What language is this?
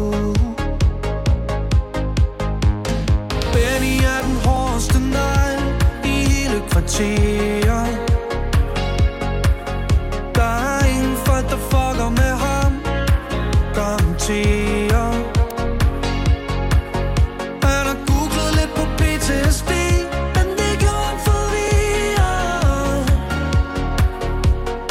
Danish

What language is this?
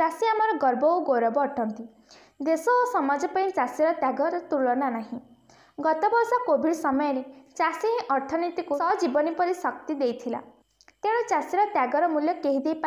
Odia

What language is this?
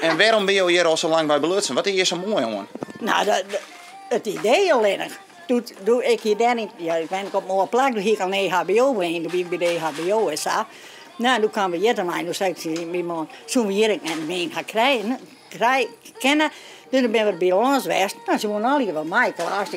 Western Frisian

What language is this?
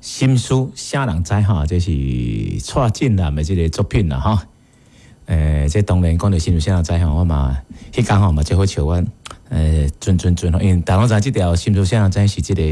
Min Nan Chinese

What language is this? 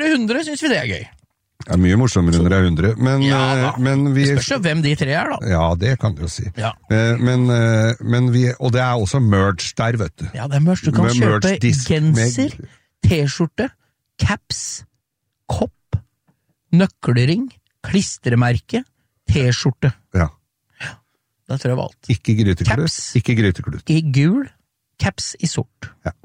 Norwegian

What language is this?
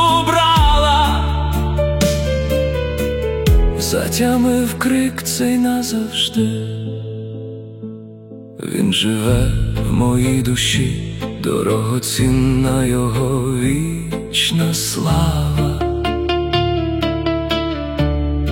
Ukrainian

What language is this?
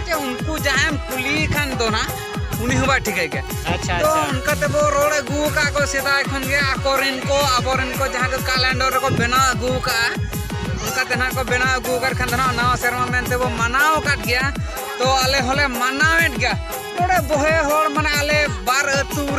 Santali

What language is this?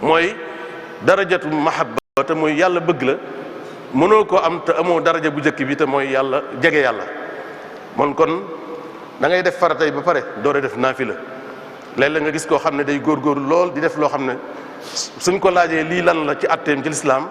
Wolof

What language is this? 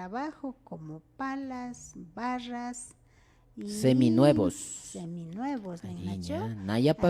Imbabura Highland Quichua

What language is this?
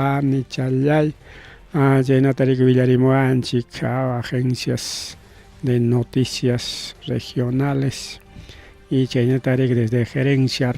Ayacucho Quechua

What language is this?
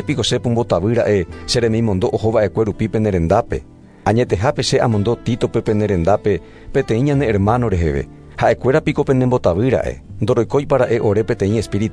Guarani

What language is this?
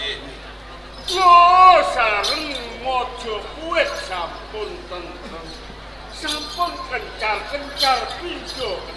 Javanese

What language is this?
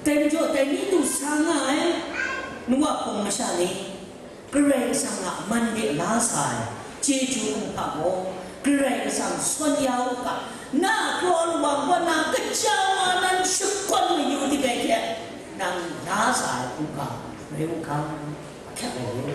Kachin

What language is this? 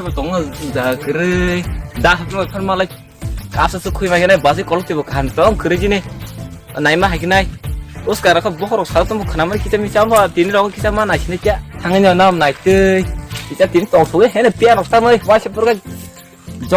Kok Borok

